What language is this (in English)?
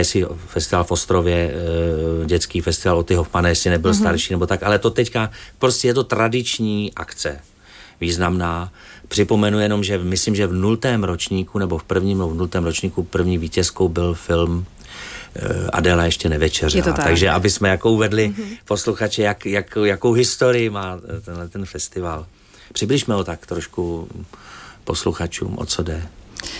Czech